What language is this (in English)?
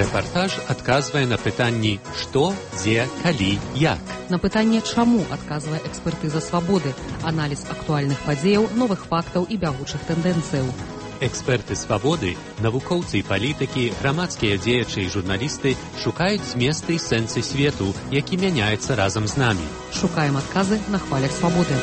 Belarusian